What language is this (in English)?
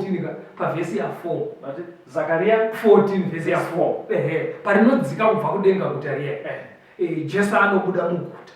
Shona